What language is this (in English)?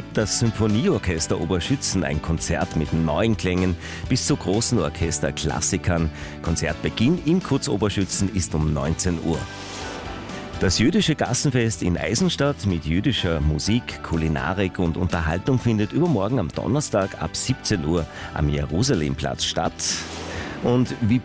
German